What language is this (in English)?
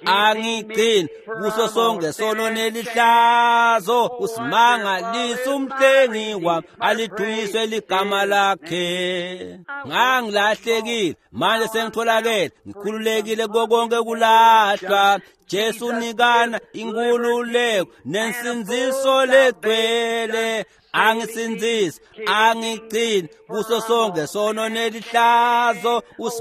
Swati